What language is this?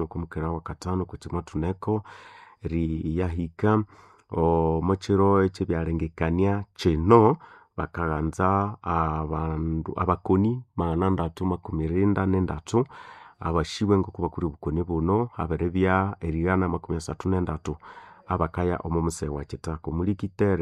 Nande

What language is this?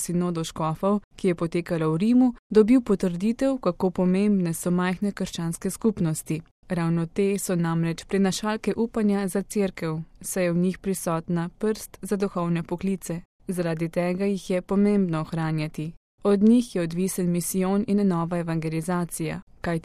Slovenian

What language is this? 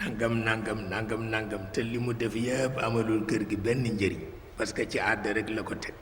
Wolof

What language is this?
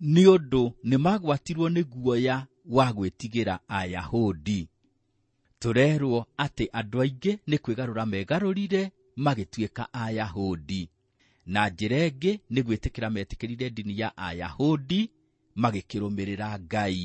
Kikuyu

